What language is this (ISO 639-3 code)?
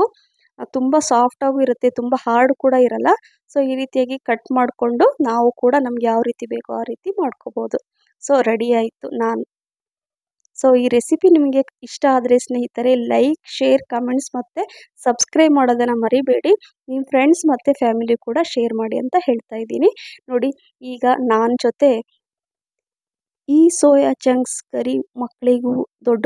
kan